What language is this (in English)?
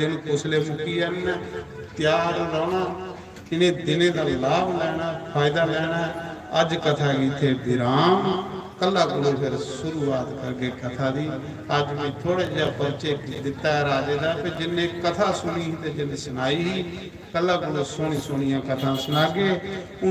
Dogri